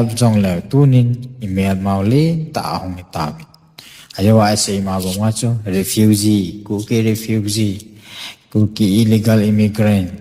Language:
Thado Chin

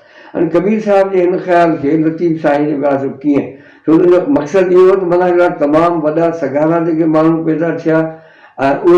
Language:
Sindhi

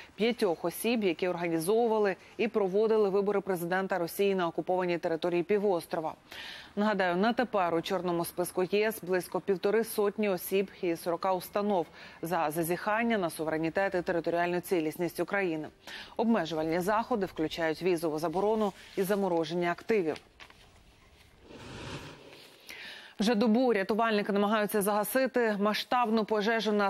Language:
Ukrainian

